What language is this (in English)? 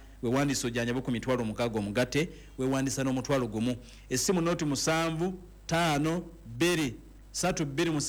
Ganda